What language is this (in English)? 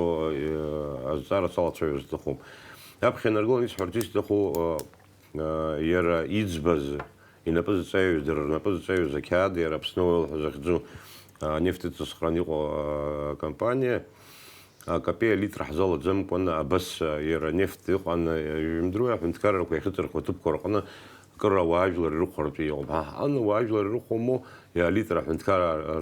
Abkhazian